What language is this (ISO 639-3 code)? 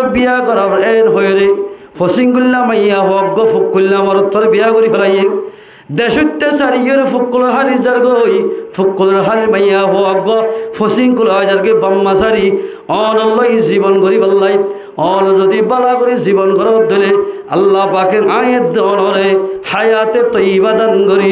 rhg